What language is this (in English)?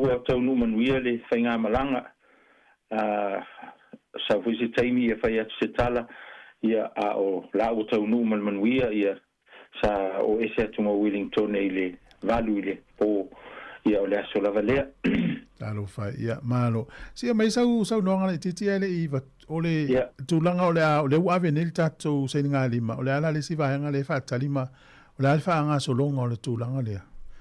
Samoan